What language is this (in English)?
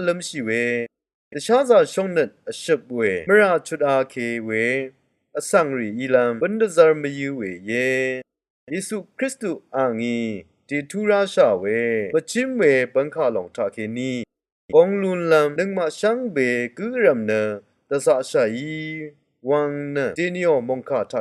Rawang